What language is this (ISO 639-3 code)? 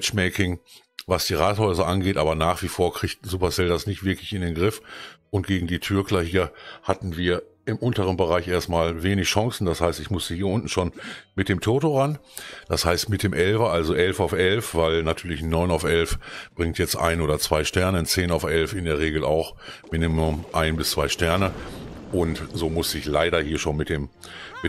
deu